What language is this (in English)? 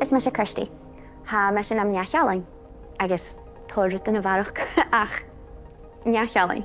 Scottish Gaelic